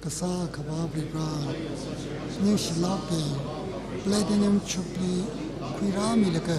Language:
Tangkhul Naga (India)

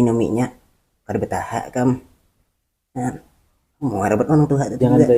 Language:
Banjar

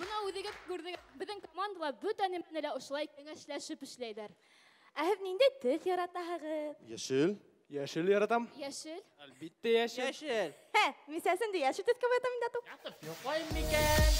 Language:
Bashkir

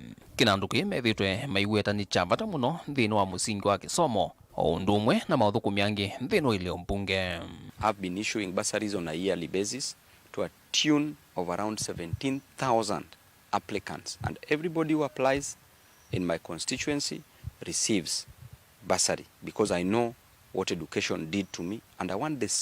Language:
Kamba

